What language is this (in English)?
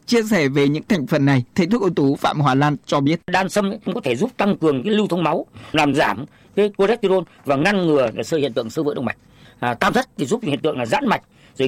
Vietnamese